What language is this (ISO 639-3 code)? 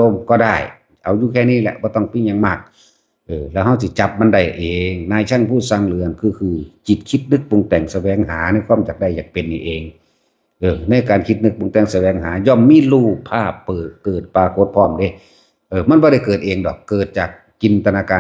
tts